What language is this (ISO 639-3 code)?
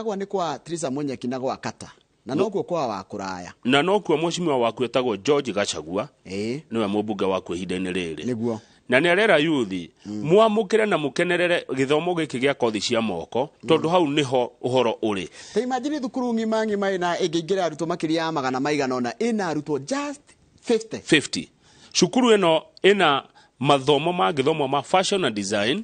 kik